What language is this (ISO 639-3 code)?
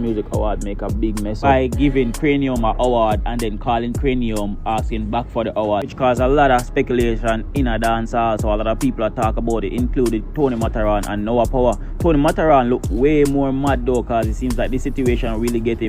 jam